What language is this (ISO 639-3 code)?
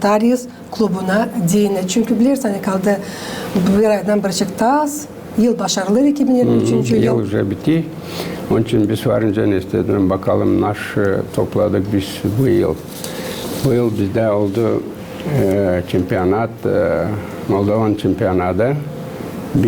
gag